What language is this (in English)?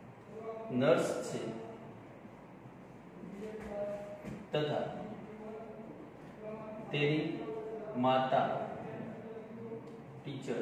Gujarati